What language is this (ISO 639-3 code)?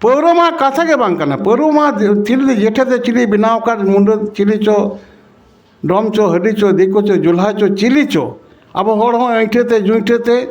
sat